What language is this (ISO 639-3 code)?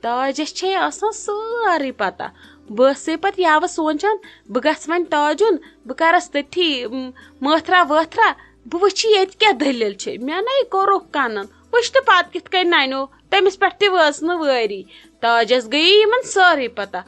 kas